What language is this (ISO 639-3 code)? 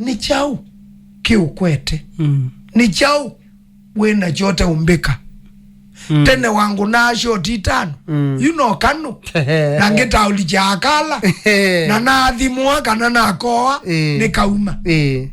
kam